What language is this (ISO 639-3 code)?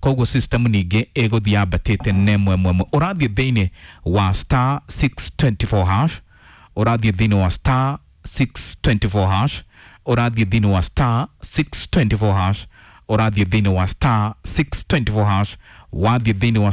kik